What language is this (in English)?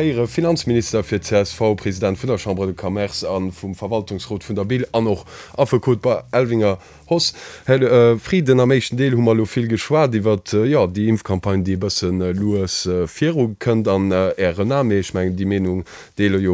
Luxembourgish